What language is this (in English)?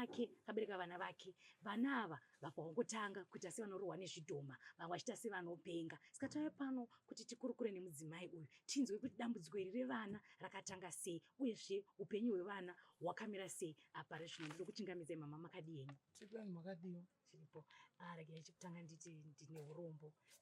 Shona